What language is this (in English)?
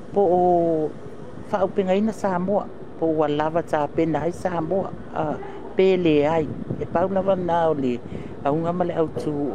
Samoan